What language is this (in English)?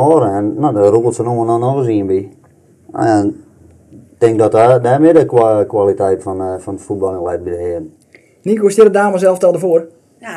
Western Frisian